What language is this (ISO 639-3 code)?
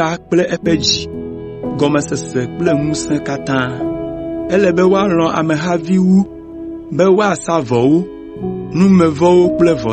ewe